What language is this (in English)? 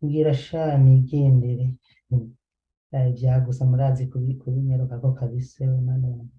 Rundi